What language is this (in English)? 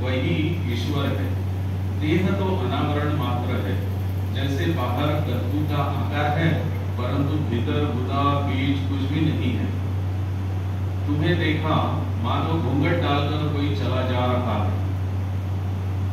Hindi